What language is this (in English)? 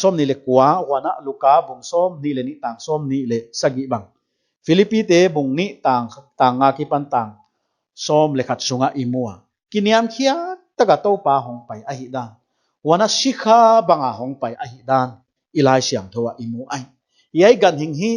Paite Chin